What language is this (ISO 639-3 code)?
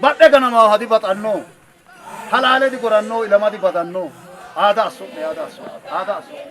sid